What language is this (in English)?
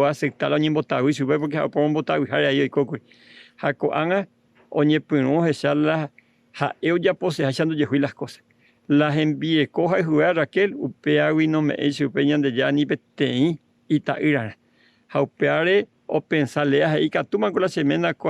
Guarani